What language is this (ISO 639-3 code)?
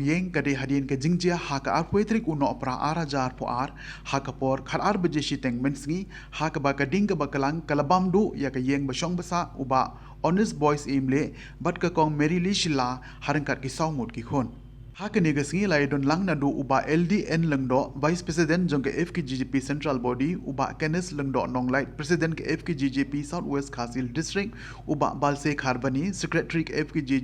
kha